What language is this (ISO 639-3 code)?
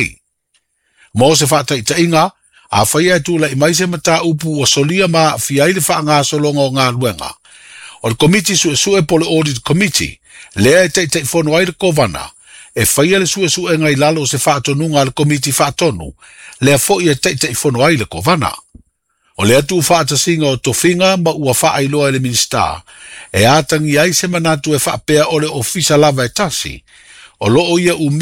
smo